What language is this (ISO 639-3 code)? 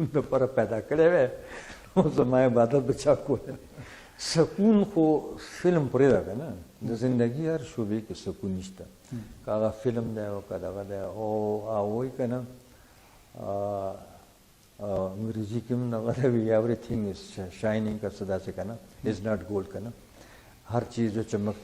pus